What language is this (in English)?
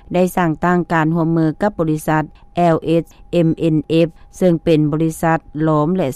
Lao